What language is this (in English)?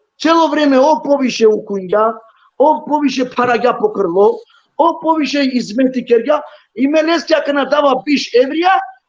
Balkan Romani